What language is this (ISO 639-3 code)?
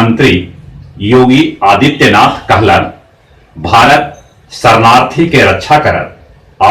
mag